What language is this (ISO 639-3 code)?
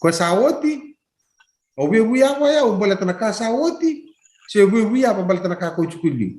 fij